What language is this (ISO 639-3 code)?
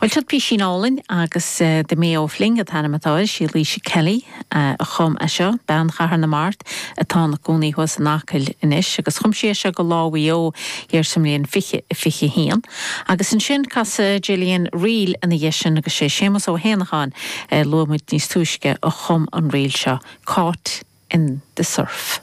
gle